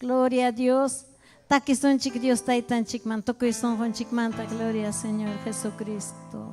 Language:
Ayacucho Quechua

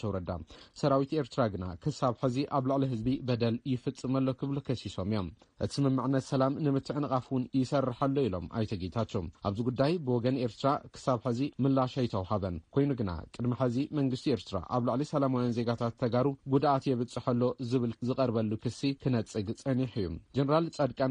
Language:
Tigrinya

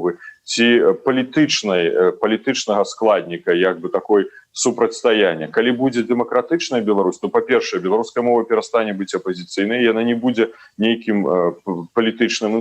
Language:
Belarusian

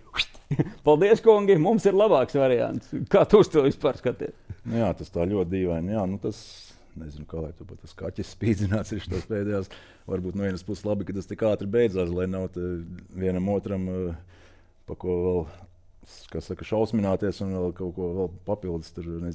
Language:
Latvian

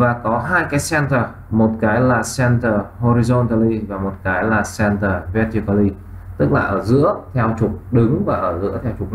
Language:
Vietnamese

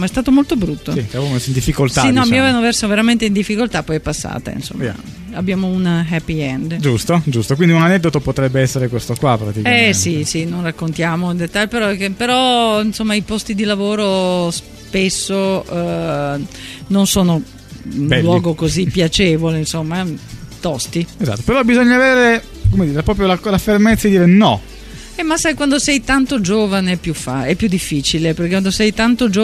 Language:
Italian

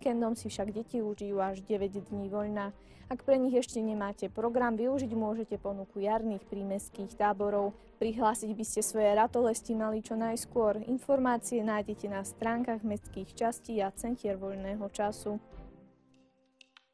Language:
Slovak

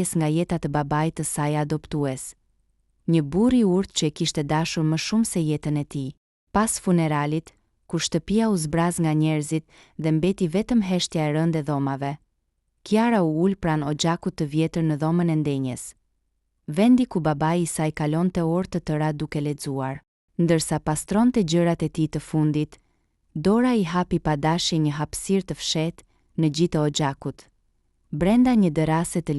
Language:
Albanian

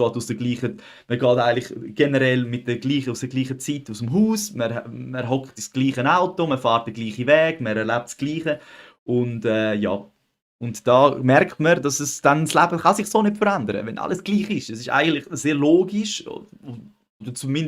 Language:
Swiss German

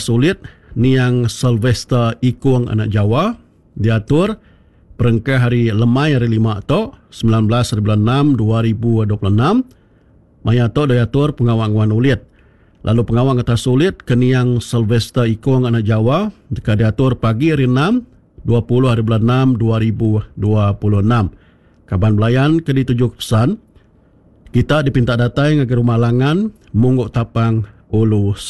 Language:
Iban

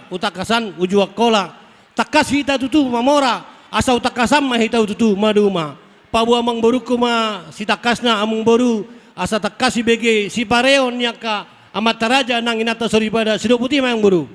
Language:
Batak Toba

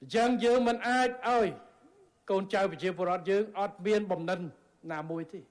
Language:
Khmer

